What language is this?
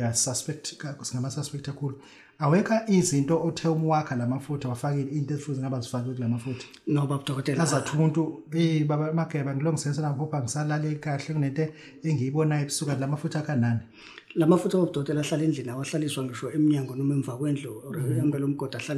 Zulu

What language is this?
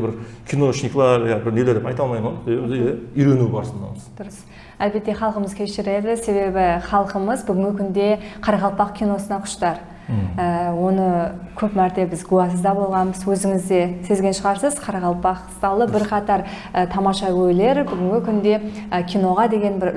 Kara-Kalpak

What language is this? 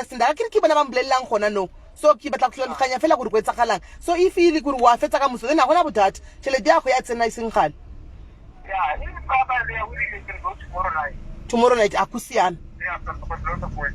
Shona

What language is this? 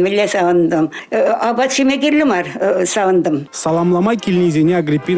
Chuvash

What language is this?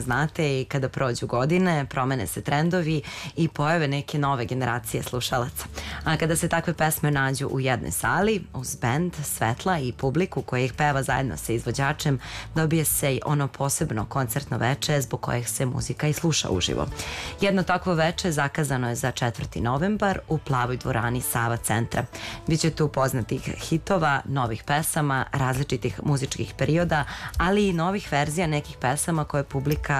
Serbian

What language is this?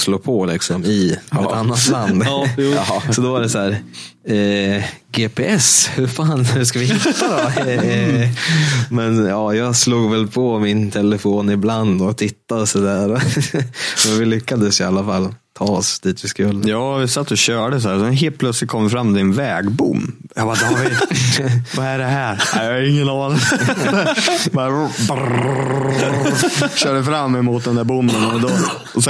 Swedish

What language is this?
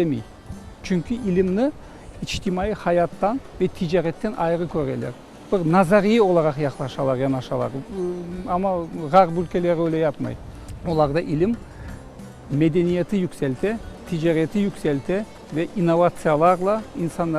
Crimean Tatar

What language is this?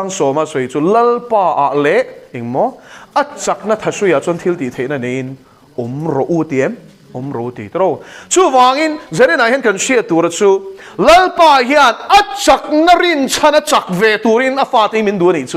Mizo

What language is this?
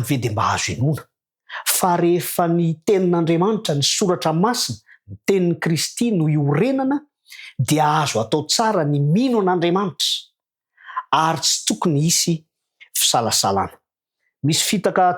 Malagasy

